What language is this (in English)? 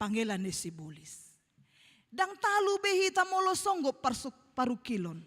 Batak Toba